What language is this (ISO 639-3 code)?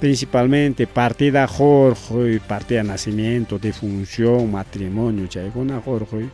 quy